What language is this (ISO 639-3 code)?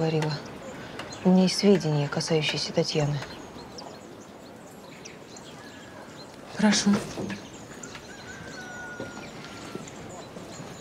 rus